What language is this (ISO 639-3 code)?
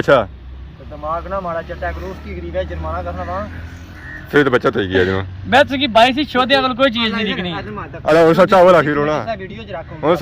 phr